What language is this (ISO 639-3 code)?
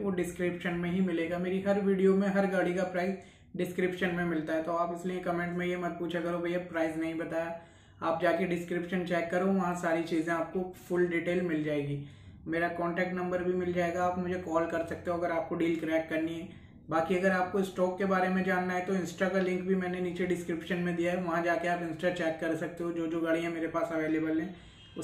hin